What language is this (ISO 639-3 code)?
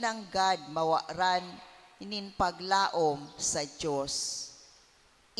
bik